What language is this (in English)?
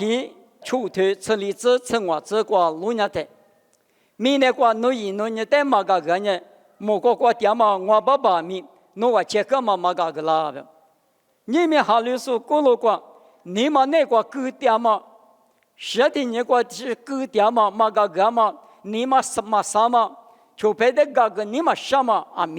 Lisu